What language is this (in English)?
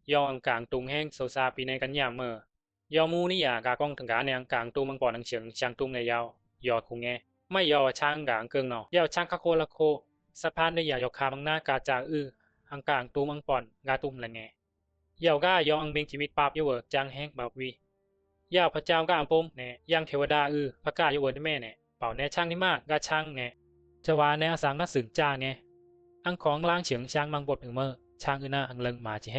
Bisu